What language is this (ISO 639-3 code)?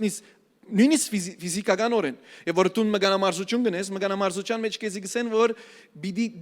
hyw